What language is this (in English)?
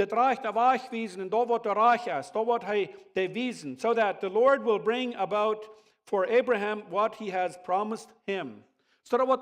Plautdietsch